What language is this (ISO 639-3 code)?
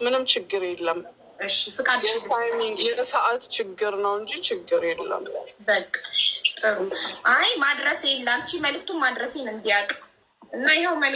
amh